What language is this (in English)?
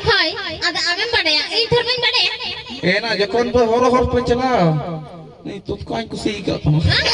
Santali